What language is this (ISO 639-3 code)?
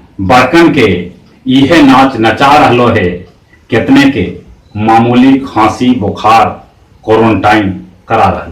mag